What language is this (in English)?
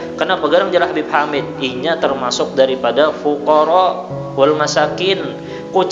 Banjar